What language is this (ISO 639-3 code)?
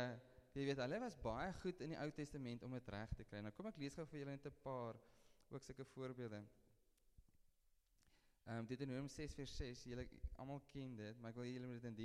afr